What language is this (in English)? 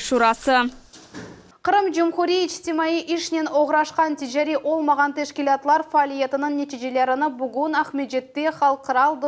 Crimean Tatar